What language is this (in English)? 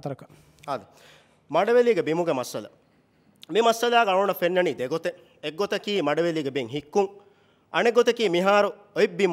Divehi